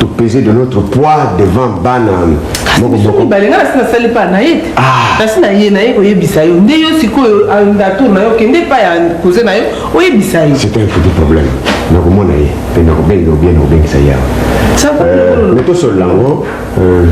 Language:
Lingala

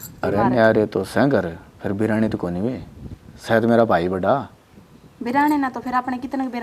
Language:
Haryanvi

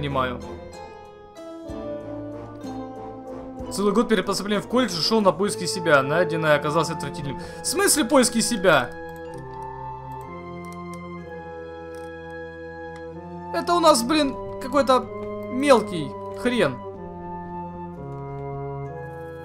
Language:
Russian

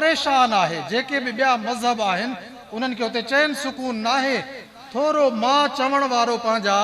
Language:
Sindhi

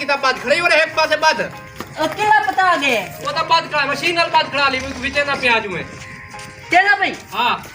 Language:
Saraiki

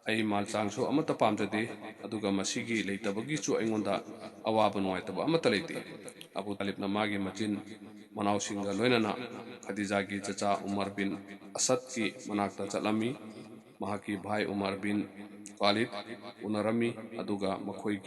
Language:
Manipuri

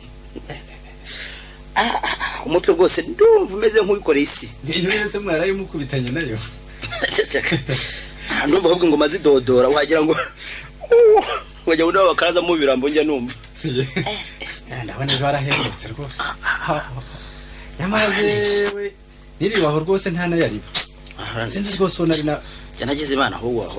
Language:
Kinyarwanda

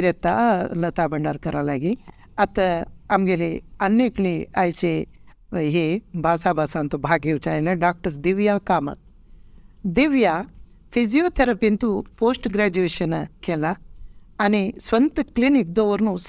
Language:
Konkani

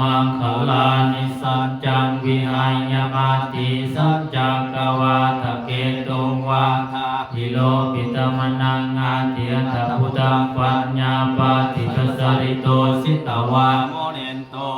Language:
Pali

